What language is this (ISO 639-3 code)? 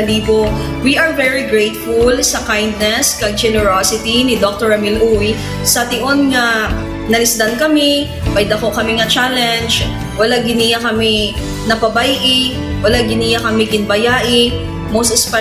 hil